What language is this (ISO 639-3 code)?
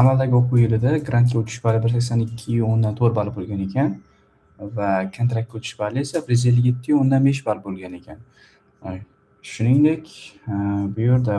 uzb